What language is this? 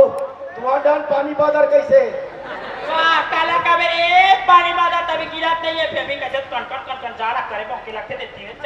Chhattisgarhi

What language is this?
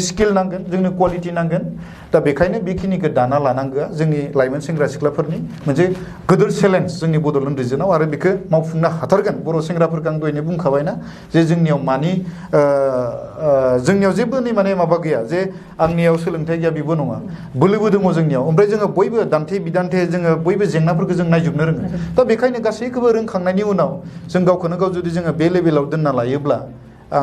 Bodo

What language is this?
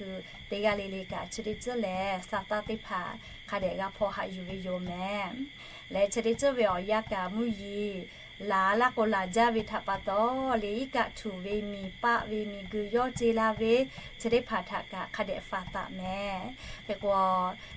Lahu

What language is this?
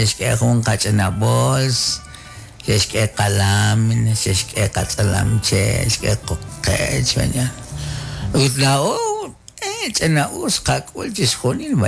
Kekchí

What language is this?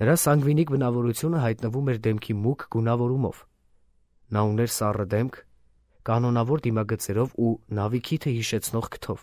Armenian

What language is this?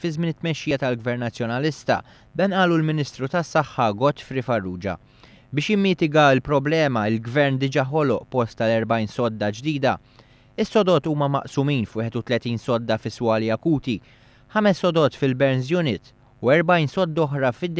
Maltese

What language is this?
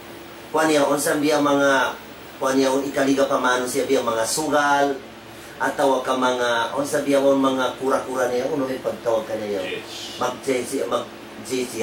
Tausug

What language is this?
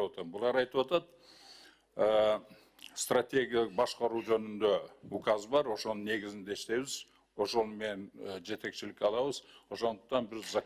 Kyrgyz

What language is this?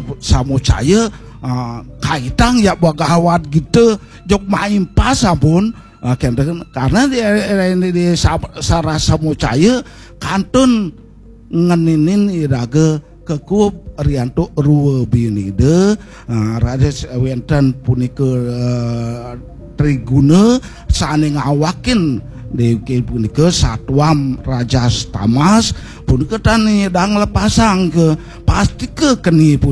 Balinese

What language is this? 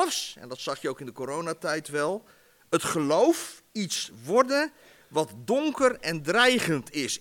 Dutch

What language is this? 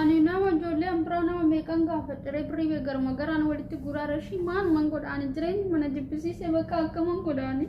Oromo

